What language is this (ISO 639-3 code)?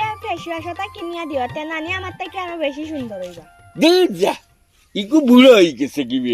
syl